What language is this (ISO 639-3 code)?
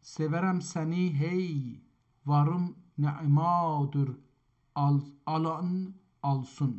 azb